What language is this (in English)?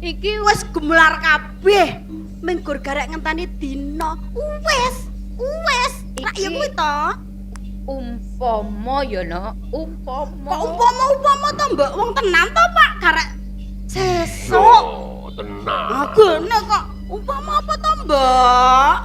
Javanese